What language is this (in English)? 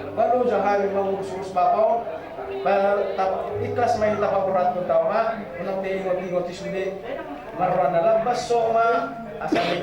Batak Toba